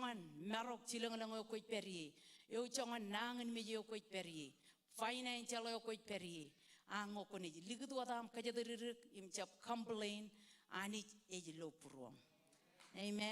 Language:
Marshallese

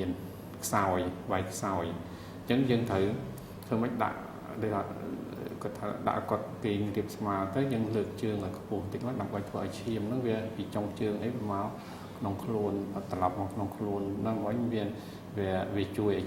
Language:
Khmer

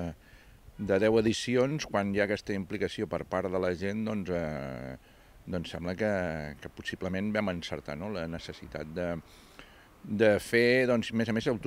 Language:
Catalan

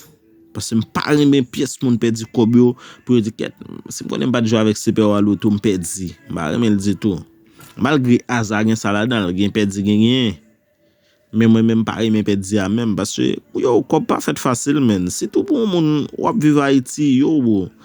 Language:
Haitian Creole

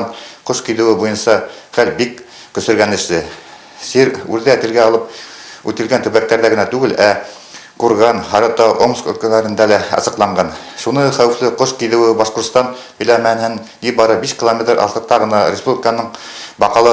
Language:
Bashkir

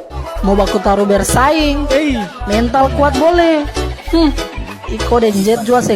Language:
Ambonese Malay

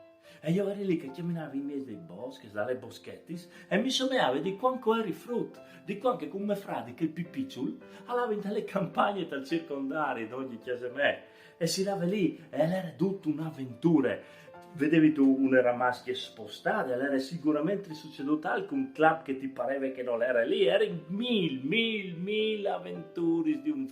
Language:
Friulian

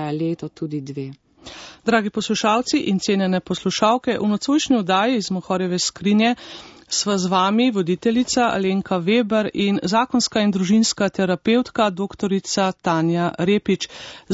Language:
Slovenian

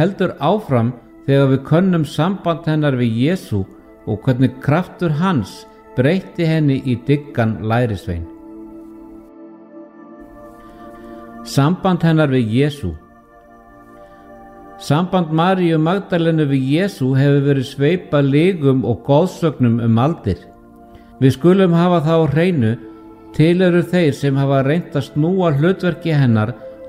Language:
Icelandic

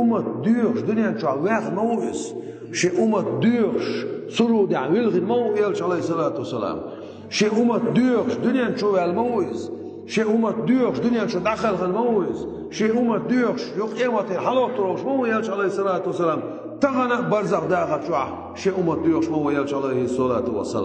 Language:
Chechen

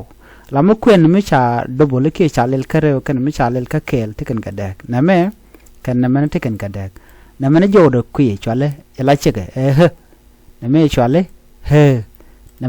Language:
Nuer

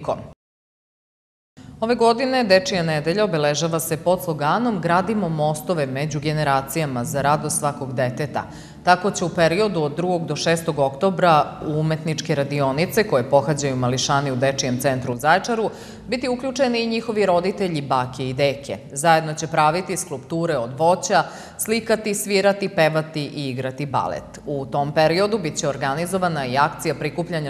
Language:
Serbian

